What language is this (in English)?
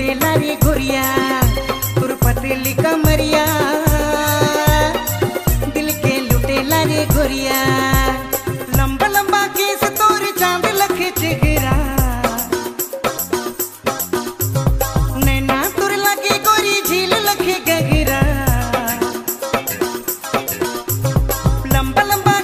Sadri